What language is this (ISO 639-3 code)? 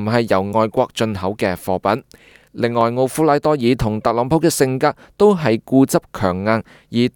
yue